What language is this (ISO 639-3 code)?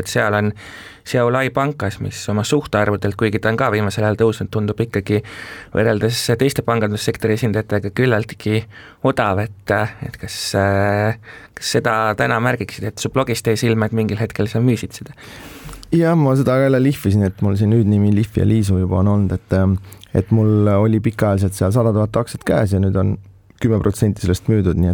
est